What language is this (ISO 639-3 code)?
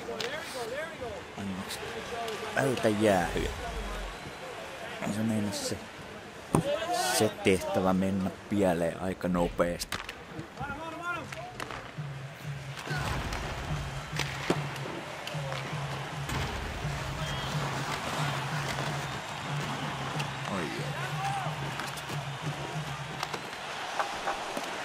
fin